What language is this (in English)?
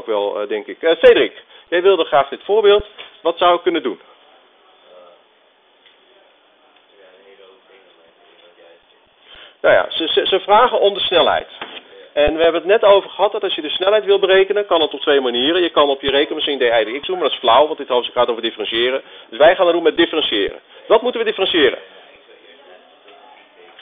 Dutch